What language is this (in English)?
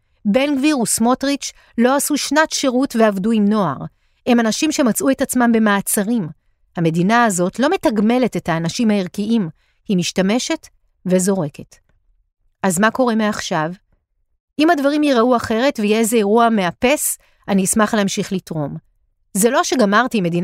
Hebrew